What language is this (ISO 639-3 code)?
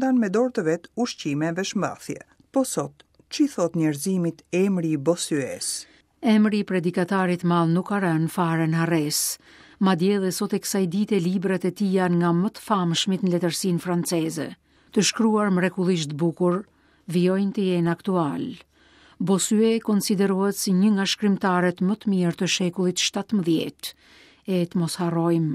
sqi